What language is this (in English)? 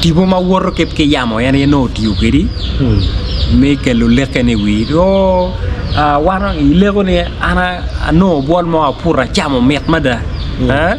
Acoli